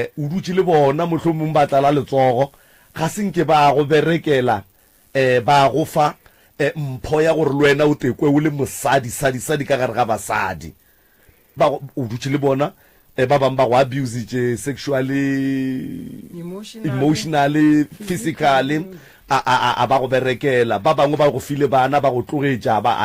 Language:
Northern Sotho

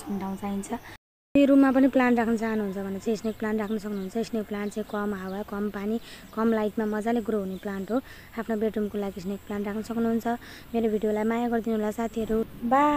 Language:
Nepali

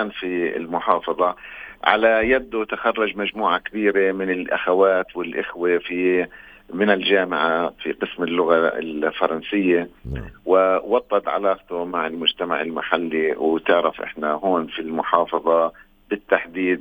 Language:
North Levantine Arabic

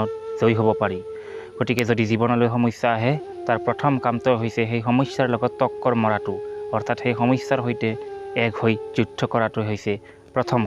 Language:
Assamese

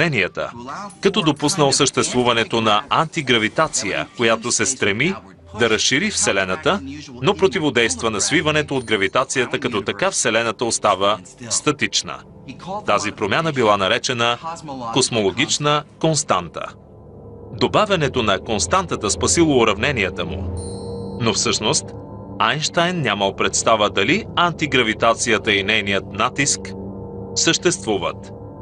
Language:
Bulgarian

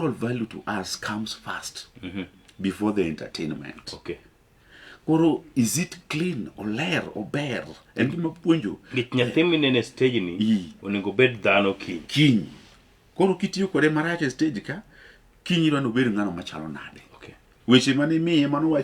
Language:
Luo (Kenya and Tanzania)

